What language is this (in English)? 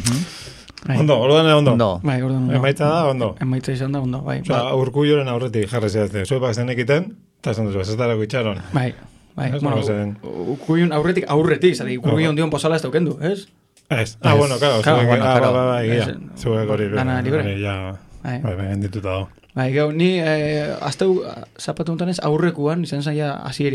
Basque